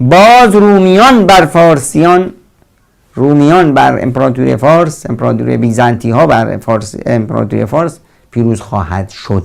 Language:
Persian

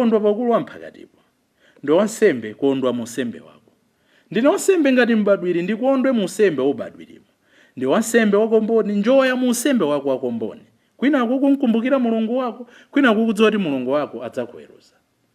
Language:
Nyanja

